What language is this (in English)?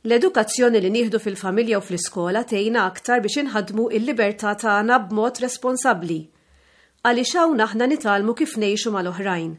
Maltese